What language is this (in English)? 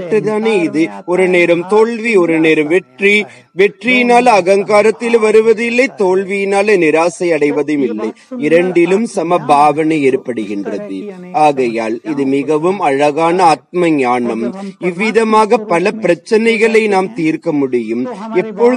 Tamil